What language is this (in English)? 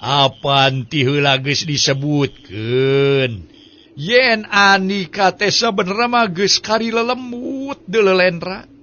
Sundanese